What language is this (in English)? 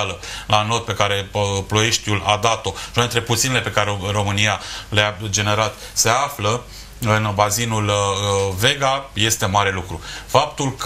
Romanian